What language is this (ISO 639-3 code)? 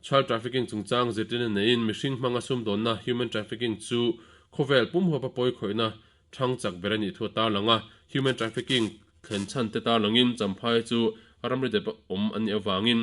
lus